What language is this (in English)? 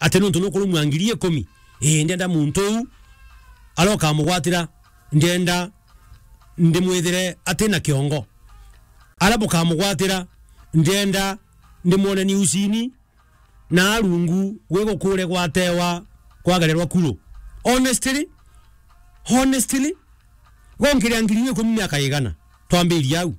Meru